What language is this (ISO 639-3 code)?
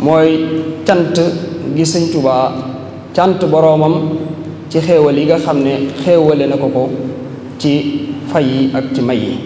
wol